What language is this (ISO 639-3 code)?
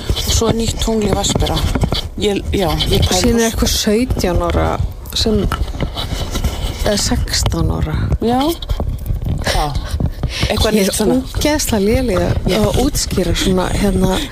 isl